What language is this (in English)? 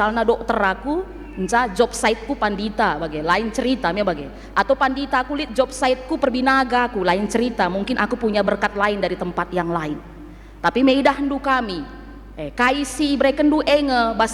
Batak Karo